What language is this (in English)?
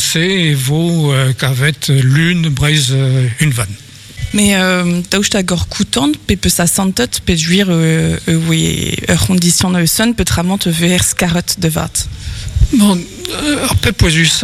Breton